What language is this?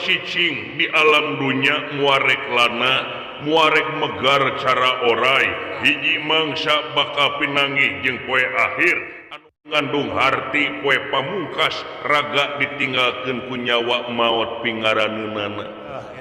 Sundanese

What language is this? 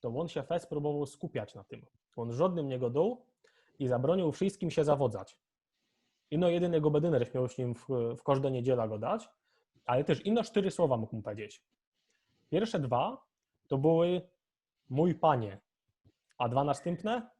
Silesian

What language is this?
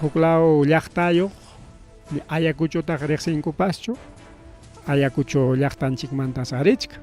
Ayacucho Quechua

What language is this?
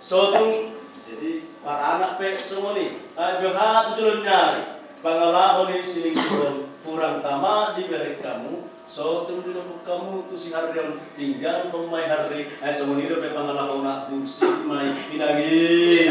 Batak Toba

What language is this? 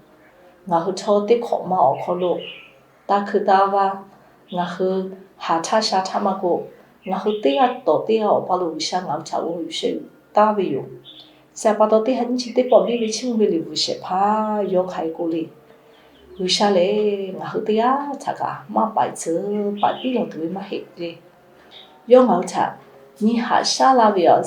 Lahu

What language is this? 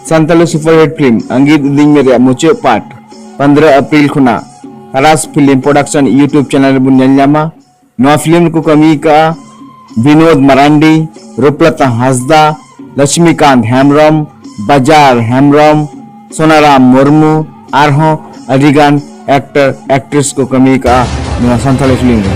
Santali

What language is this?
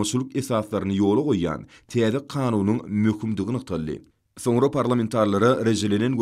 Turkmen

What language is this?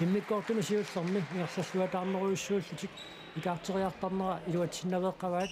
Kalaallisut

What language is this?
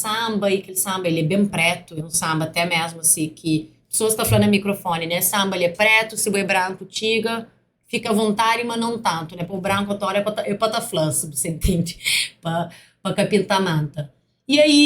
Kabuverdianu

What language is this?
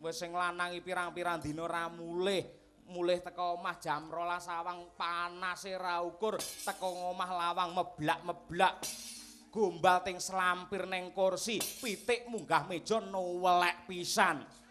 Javanese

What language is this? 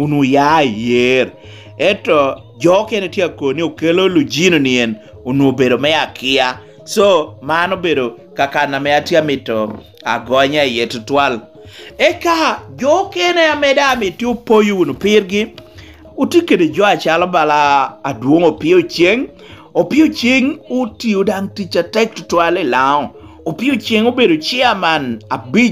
Lango (Uganda)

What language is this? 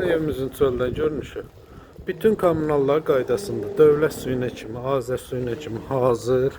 Azerbaijani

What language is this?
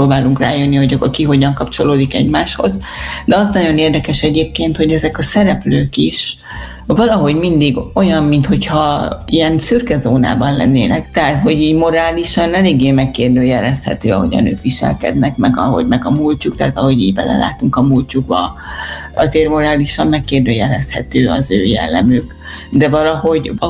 Hungarian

